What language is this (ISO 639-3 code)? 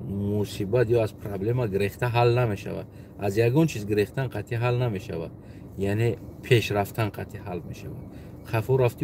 tgk